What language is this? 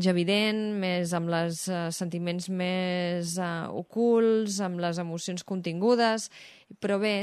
Catalan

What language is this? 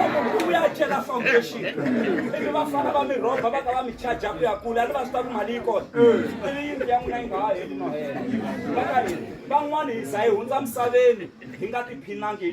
Tsonga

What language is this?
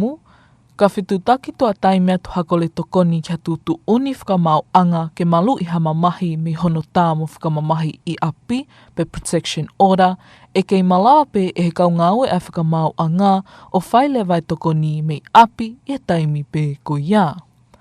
Tongan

